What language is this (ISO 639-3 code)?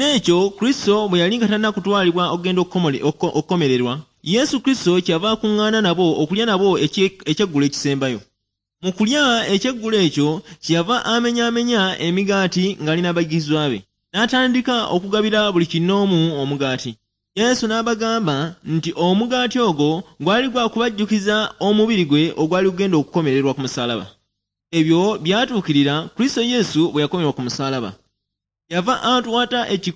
lug